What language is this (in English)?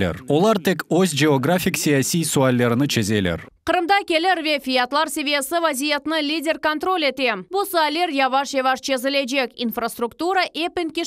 Crimean Tatar